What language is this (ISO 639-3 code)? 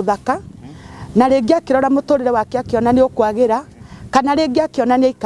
kik